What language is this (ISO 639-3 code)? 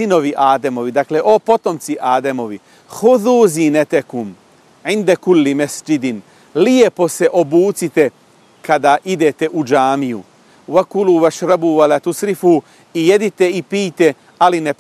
bos